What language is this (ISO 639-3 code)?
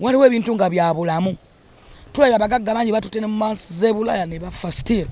lug